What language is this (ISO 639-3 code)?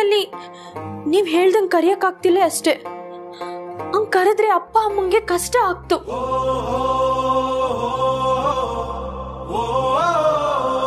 kan